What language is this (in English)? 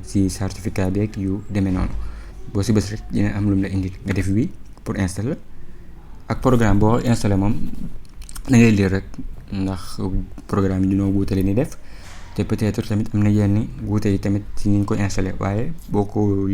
Wolof